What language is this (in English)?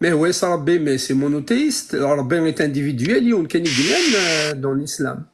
Kabyle